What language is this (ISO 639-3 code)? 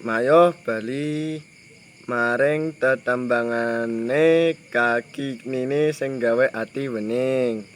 jav